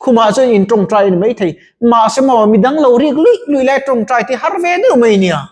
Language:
Mizo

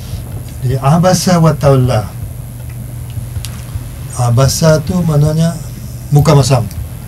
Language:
Malay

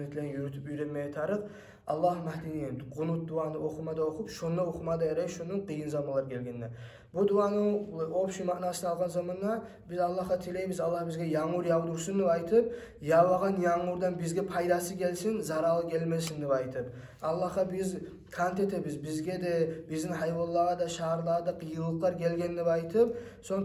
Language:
Kumyk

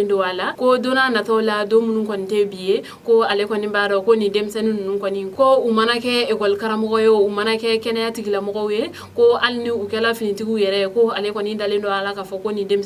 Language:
Bambara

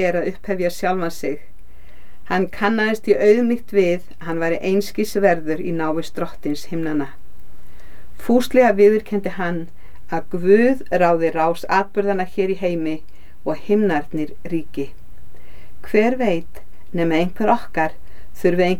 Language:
Icelandic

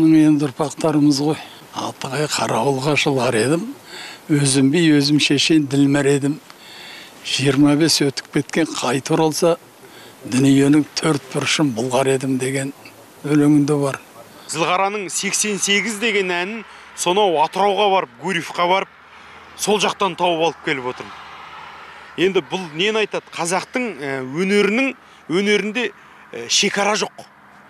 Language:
Kazakh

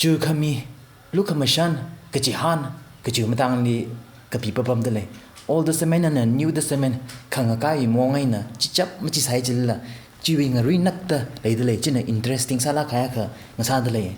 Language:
Tangkhul Naga (India)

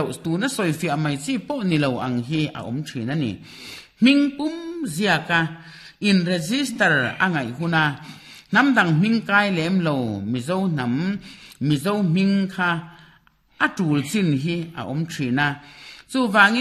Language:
Mizo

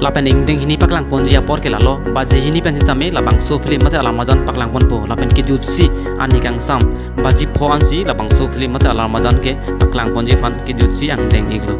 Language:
Karbi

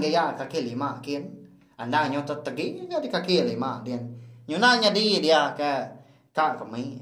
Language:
Iban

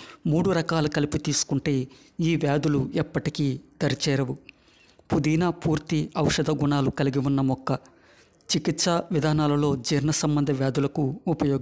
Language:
Telugu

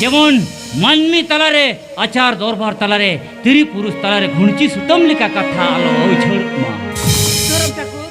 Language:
Santali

